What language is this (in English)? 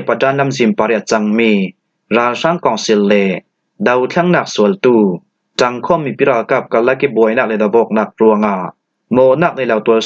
Falam Chin